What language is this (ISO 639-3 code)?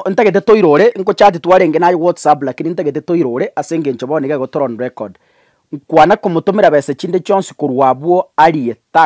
guz